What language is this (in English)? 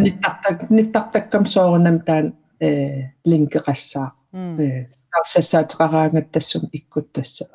Kalaallisut